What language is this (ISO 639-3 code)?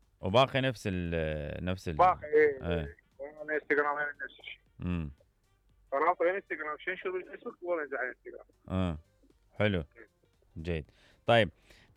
acm